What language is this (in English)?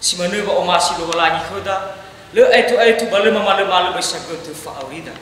Nias